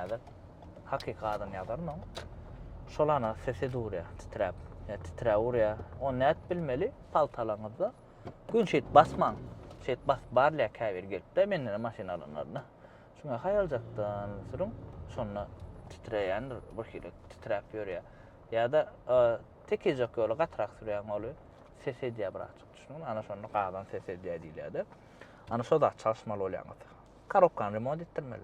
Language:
Turkmen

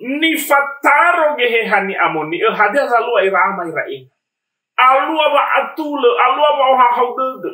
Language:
Nias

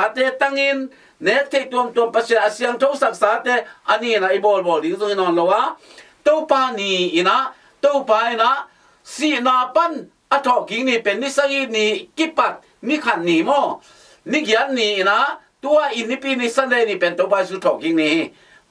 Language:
Tedim Chin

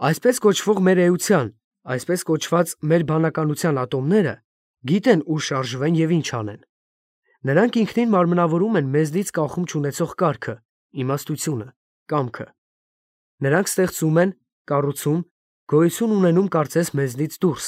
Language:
Armenian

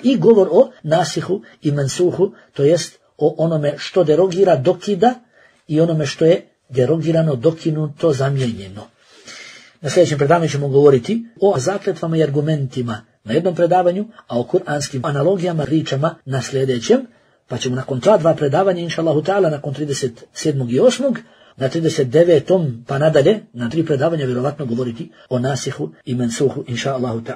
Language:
Bosnian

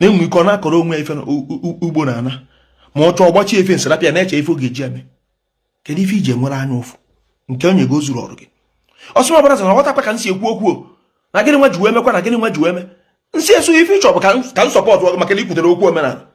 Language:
Igbo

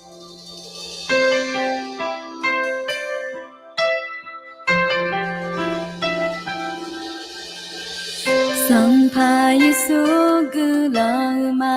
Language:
Akha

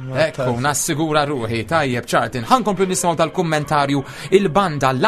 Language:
Maltese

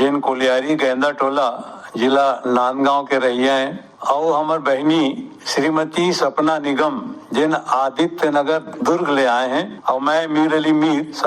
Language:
Chhattisgarhi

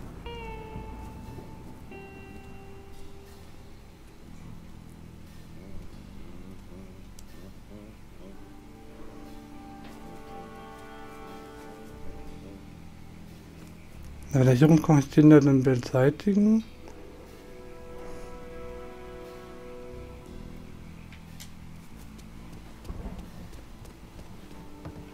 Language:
German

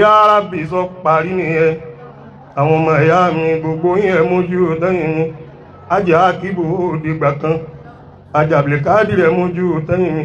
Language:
Yoruba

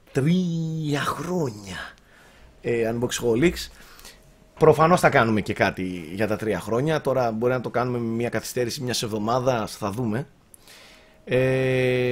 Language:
Greek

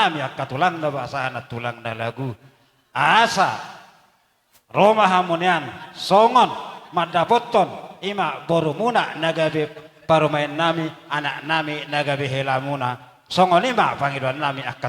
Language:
Batak Toba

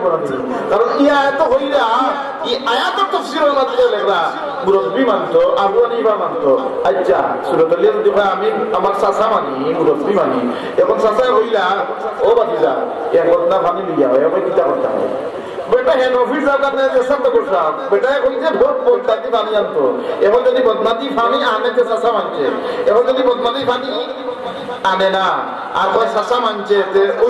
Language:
Sylheti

